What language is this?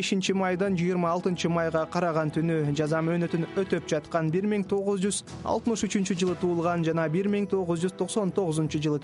Kyrgyz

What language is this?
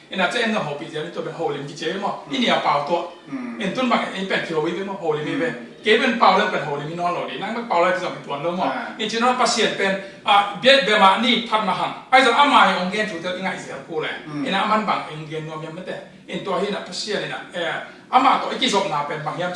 Tedim Chin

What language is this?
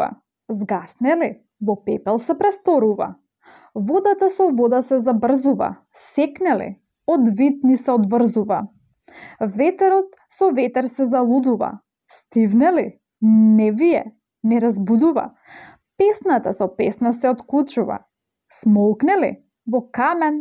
Macedonian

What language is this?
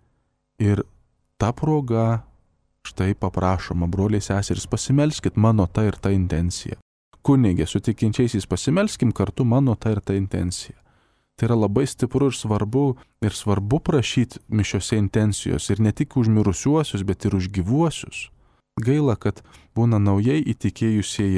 Lithuanian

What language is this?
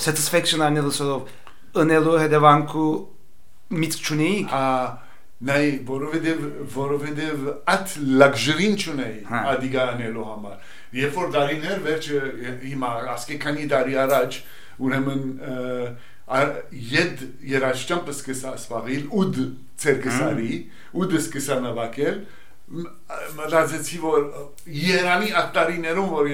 Armenian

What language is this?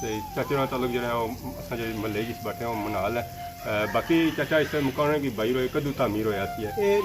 Pahari-Potwari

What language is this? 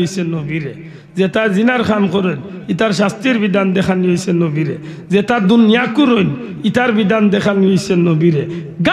Sylheti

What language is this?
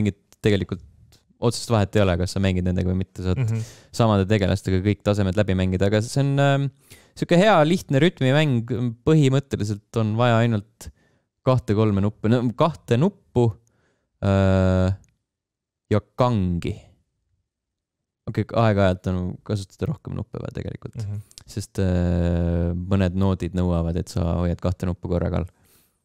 Estonian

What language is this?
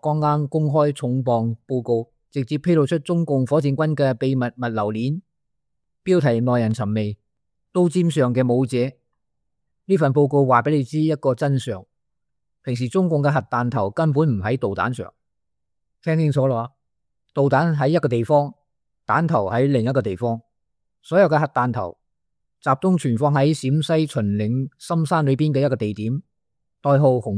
Cantonese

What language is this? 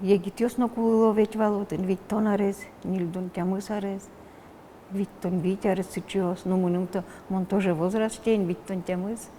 Udmurt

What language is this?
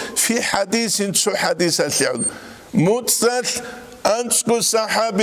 Avaric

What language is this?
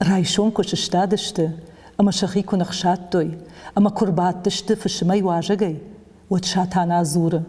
Ossetic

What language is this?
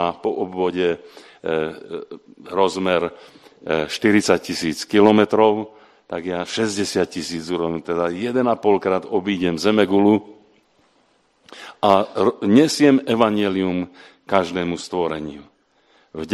Slovak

